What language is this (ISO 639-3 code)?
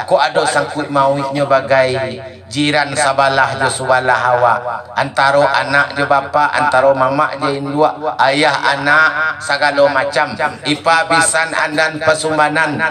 min